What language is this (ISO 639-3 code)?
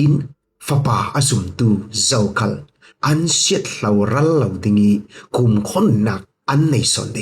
cfm